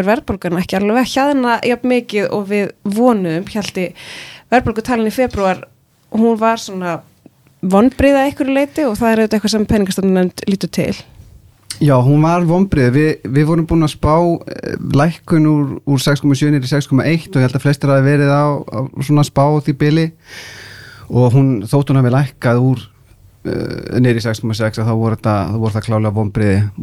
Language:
Icelandic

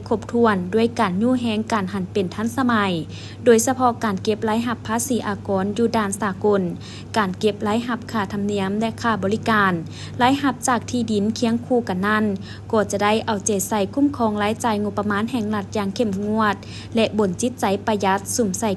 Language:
Lao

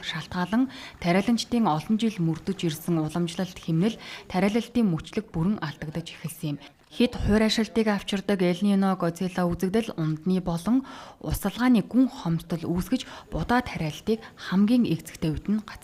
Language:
Mongolian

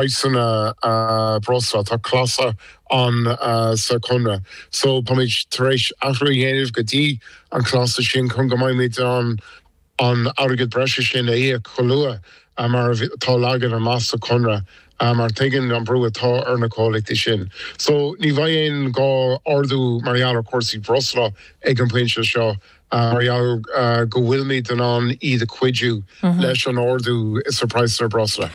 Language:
Irish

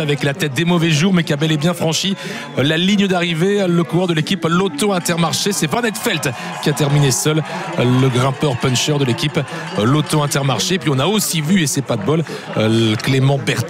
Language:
French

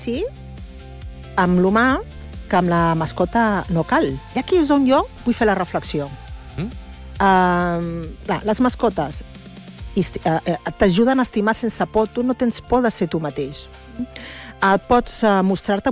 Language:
Catalan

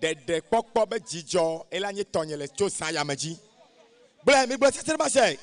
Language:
Ewe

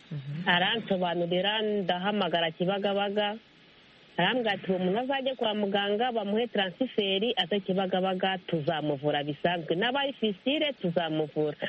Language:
Kinyarwanda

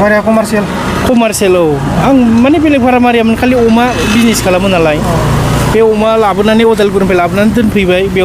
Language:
Bodo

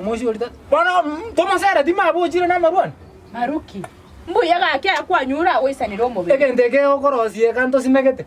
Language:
Gusii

